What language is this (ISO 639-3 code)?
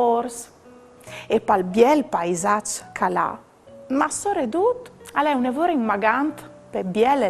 fur